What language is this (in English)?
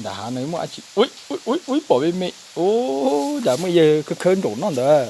Hmong